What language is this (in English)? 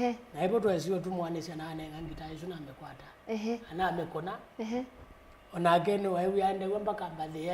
Kamba